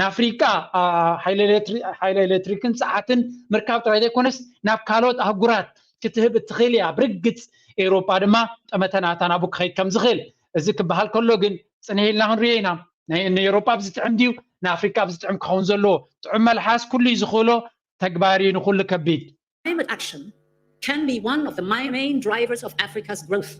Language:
Tigrinya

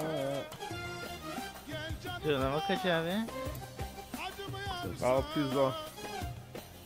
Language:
Turkish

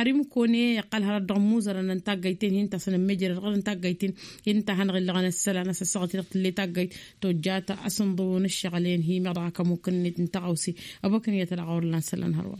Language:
Tamasheq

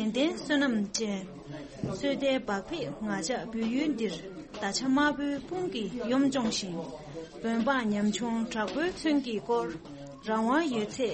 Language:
Tibetan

